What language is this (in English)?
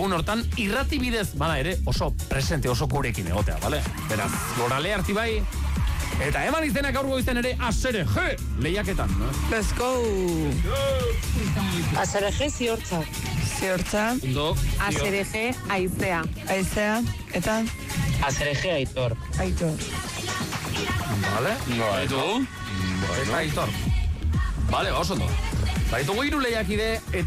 Basque